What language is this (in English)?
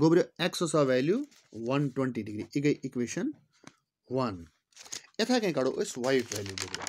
Kashmiri